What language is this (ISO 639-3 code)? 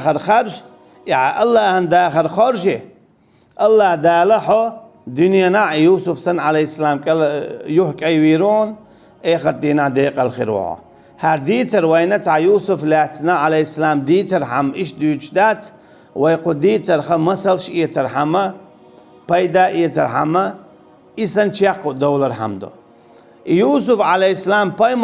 che